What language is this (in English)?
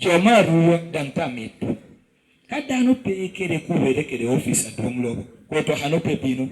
Lango (Uganda)